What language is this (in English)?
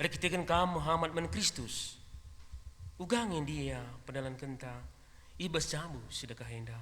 Batak Karo